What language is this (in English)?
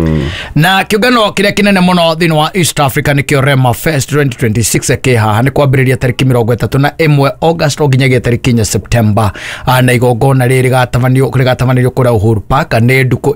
Kikuyu